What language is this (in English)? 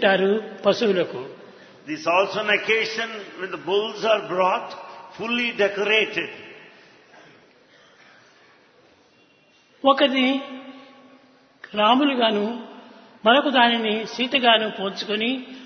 Telugu